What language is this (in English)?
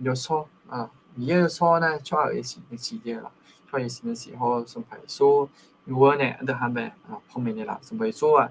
Akha